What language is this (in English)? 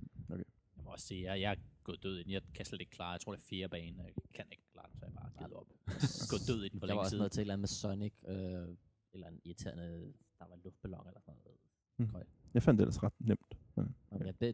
Danish